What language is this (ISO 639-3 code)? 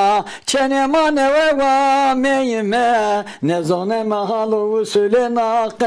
zza